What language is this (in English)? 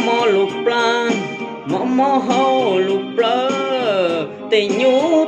Hmong